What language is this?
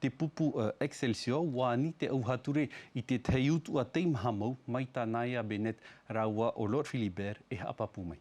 Tahitian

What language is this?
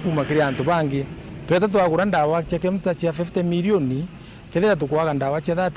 Meru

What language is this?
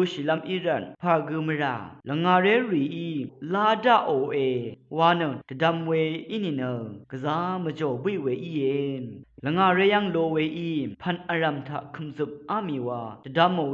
Rawang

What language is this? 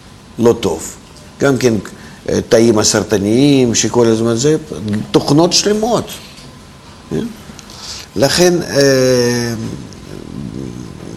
Hebrew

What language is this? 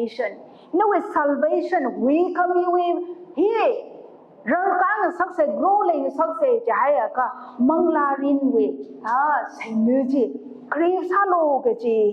Tangkhul Naga (India)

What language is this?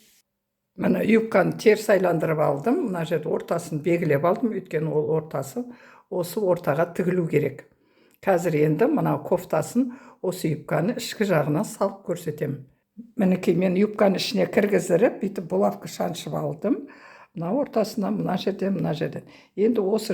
Kazakh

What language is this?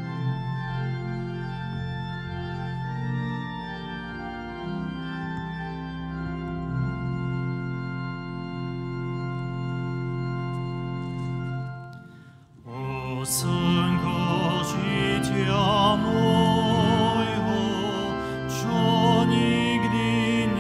Slovak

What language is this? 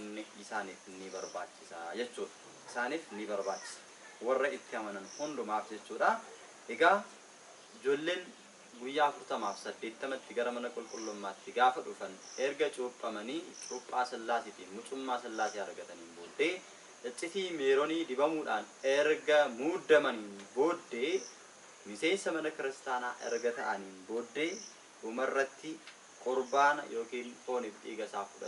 Oromo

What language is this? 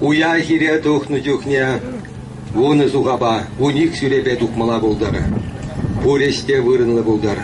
Chuvash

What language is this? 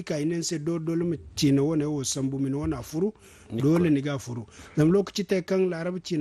Zarma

